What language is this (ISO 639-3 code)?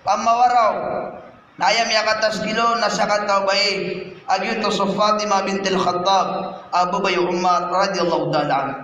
mrw